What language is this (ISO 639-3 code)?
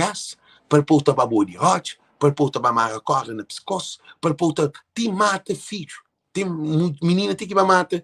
kea